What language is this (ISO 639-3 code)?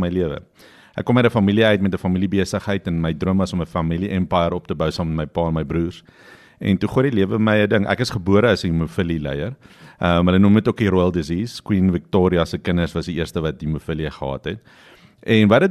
afr